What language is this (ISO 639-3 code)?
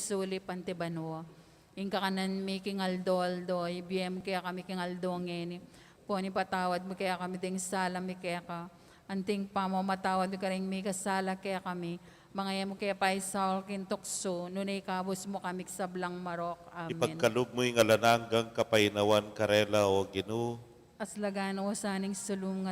pam